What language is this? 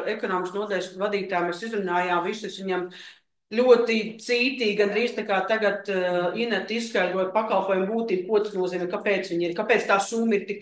Latvian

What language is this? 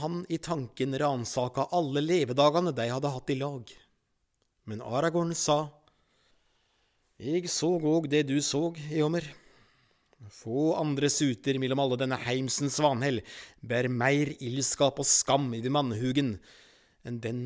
Norwegian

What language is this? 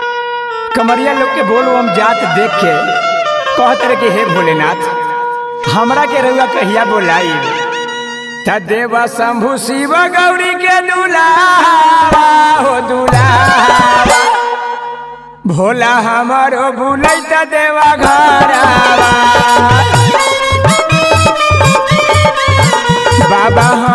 Bhojpuri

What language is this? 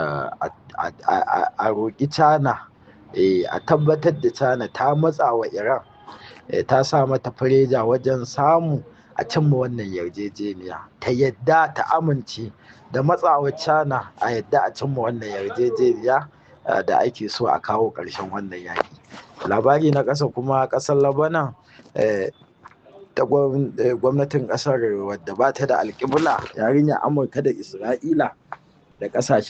Hausa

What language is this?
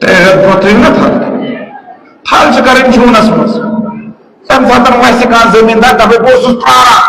Kashmiri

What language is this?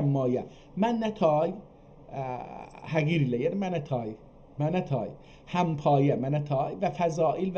South Azerbaijani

